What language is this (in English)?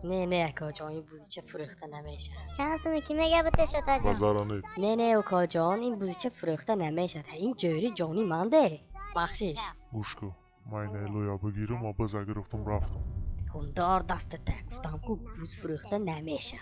Tajik